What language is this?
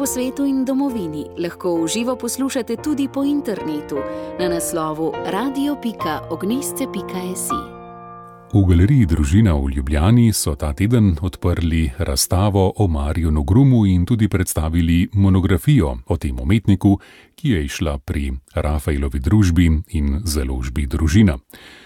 Slovenian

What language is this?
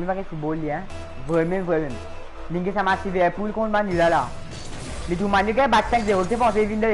Morisyen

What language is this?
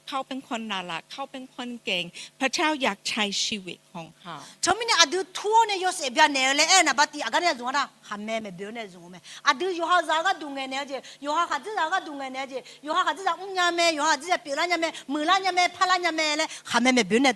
Akha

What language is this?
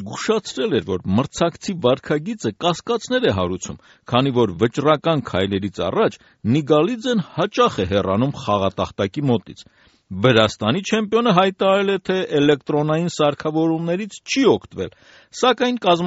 Armenian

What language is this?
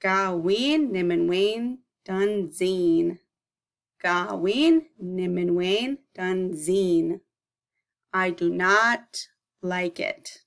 Chippewa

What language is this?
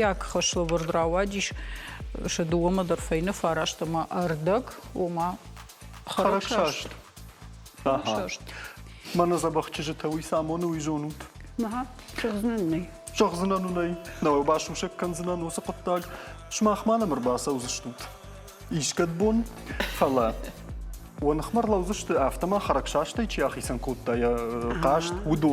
Ossetic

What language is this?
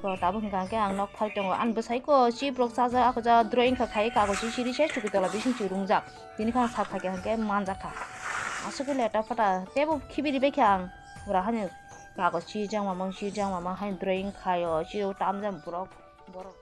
Kok Borok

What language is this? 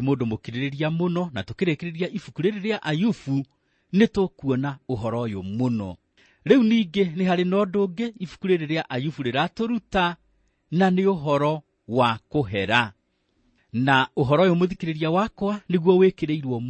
Kikuyu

